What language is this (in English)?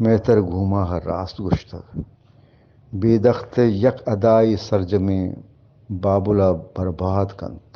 Eastern Balochi